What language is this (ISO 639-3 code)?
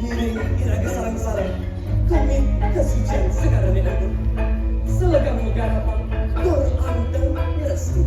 ban